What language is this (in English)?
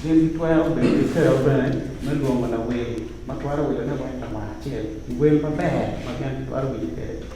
Acoli